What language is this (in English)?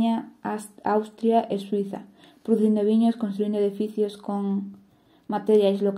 Galician